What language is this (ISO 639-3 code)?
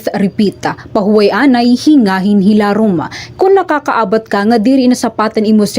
war